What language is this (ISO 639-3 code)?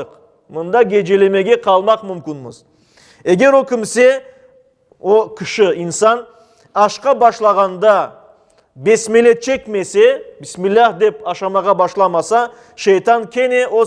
crh